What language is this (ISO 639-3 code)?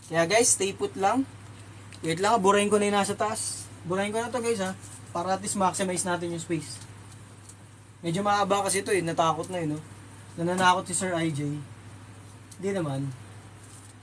fil